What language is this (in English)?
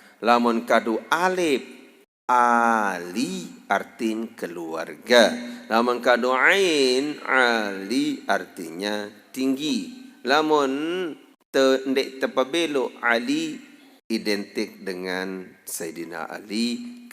Sasak